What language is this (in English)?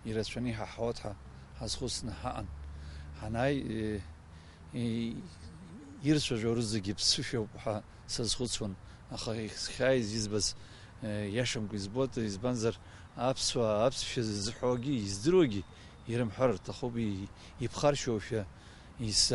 Abkhazian